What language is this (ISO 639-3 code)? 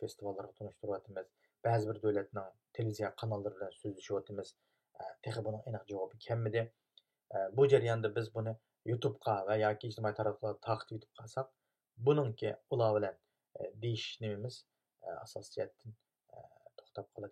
uig